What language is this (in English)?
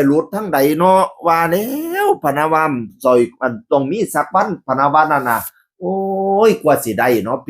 Northeastern Thai